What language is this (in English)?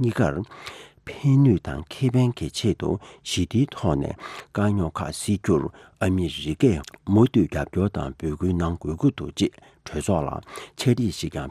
Tibetan